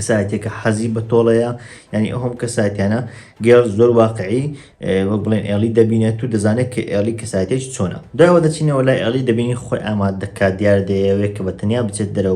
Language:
Central Kurdish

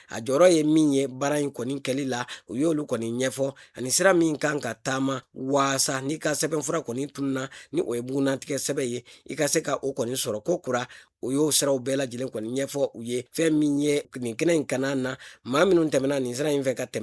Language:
Bambara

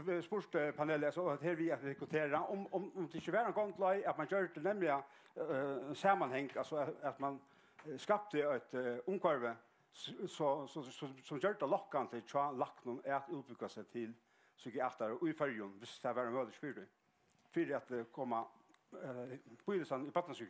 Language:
Faroese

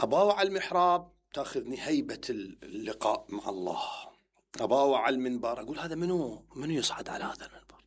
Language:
Mesopotamian Arabic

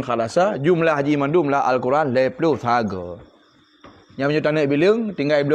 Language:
Achinese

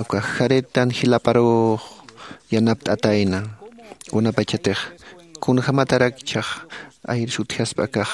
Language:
Aymara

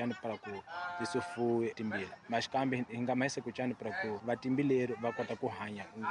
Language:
Tsonga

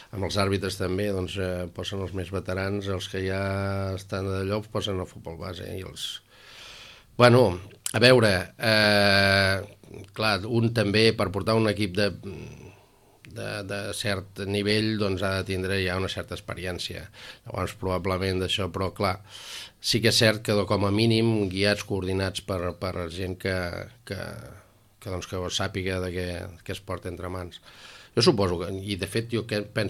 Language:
Catalan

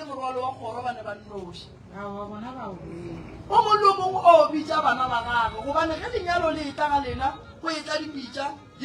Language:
Northern Sotho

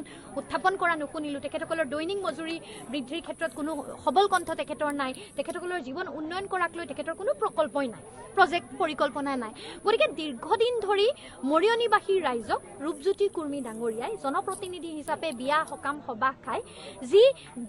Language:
Assamese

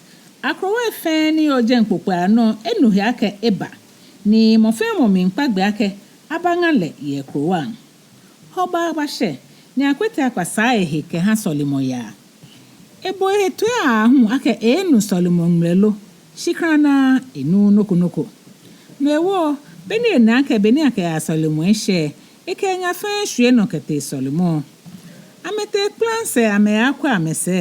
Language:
Ga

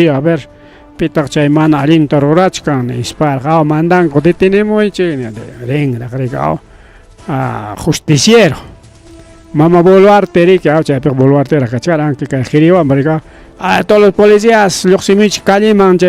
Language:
Ayacucho Quechua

